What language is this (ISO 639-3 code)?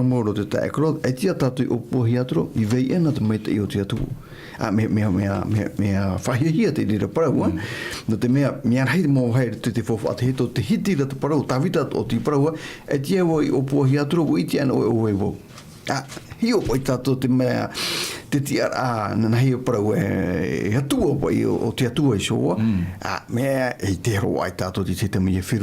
tah